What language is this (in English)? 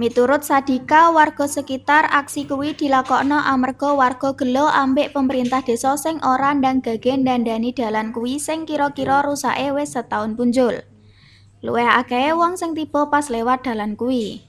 Javanese